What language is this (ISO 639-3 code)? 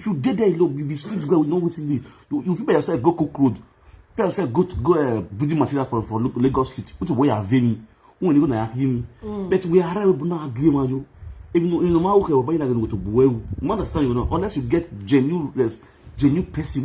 pcm